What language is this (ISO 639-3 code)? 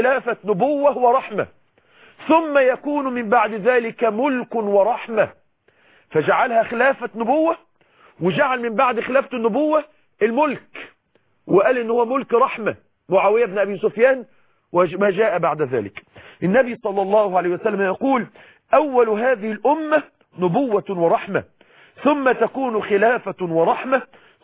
ara